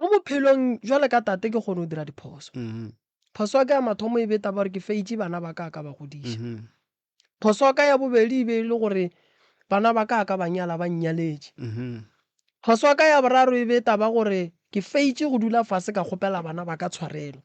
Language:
Northern Sotho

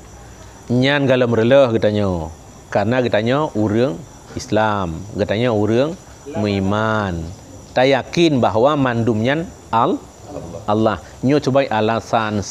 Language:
Achinese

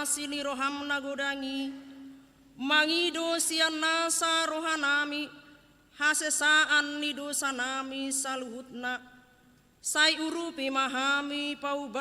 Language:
Batak Toba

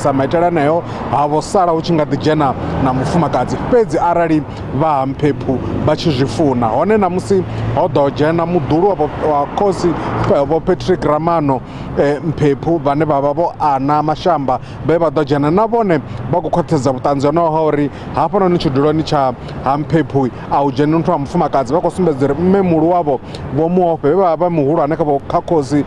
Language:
Venda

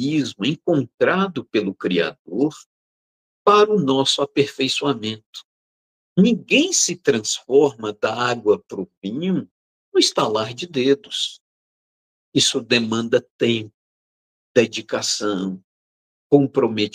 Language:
Portuguese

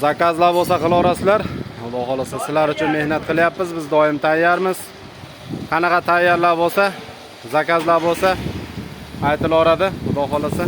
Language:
Uzbek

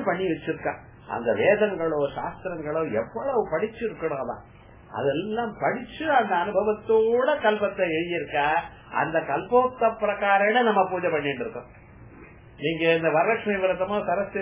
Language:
Tamil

